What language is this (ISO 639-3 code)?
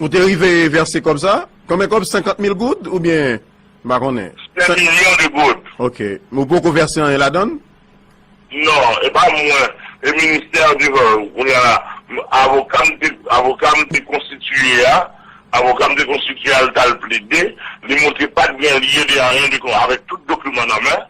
hat